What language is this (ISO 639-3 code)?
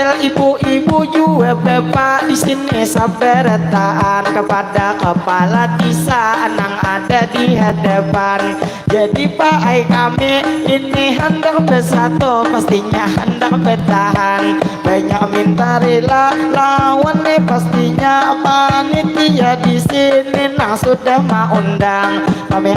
bjn